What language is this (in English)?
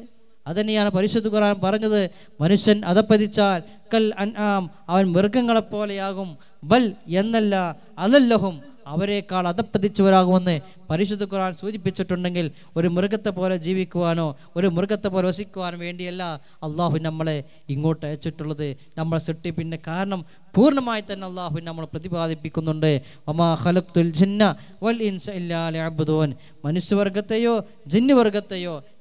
Malayalam